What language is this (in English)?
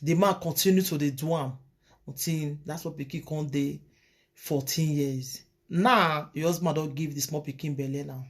Nigerian Pidgin